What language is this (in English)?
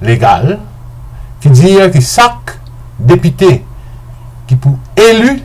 Morisyen